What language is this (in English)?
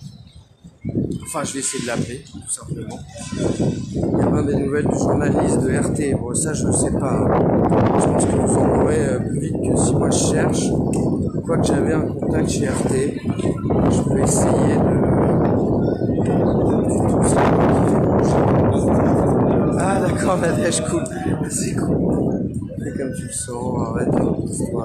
French